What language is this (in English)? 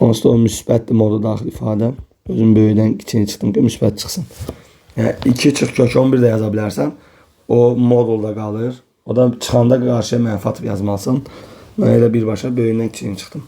Azerbaijani